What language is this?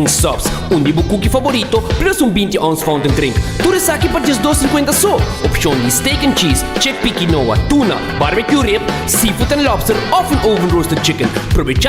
Papiamento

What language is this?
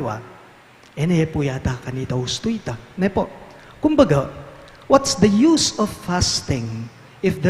Pampanga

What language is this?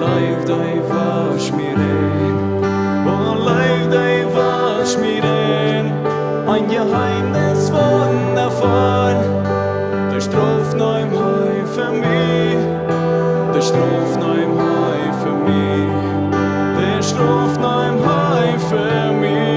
Plautdietsch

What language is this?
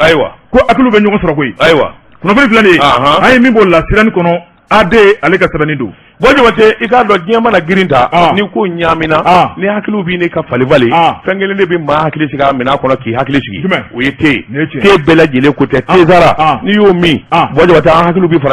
Bambara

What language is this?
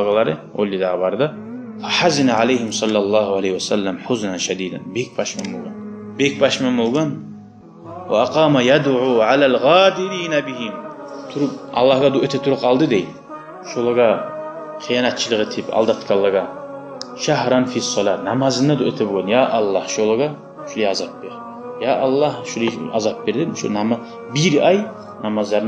Kumyk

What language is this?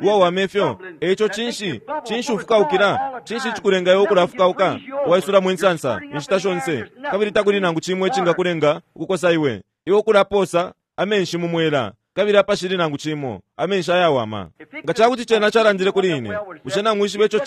Bemba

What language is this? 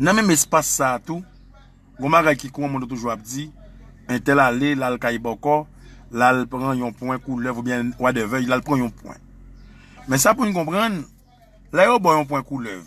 Haitian Creole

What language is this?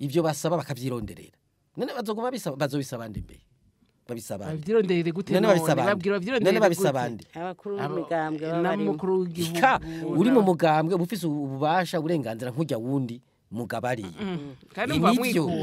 Rundi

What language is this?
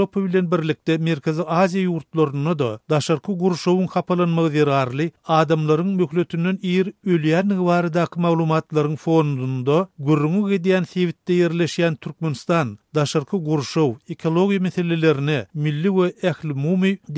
Turkmen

